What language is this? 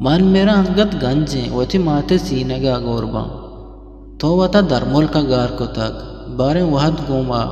Eastern Balochi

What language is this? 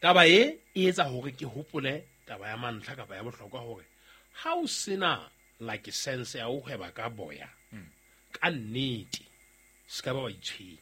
Southern Sotho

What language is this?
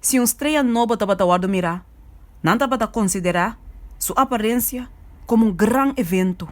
Papiamento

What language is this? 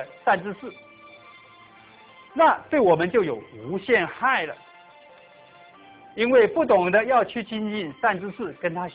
Chinese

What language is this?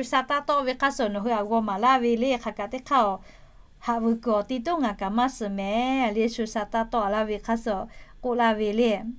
Lahu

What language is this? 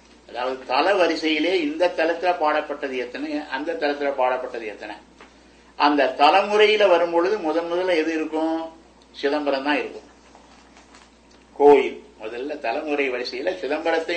Tamil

